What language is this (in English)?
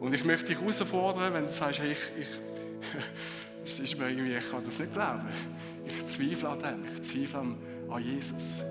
Swiss German